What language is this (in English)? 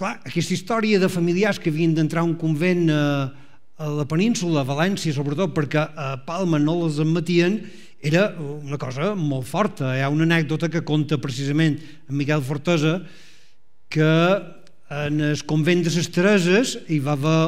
Catalan